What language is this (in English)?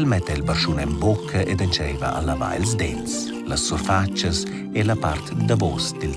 Romansh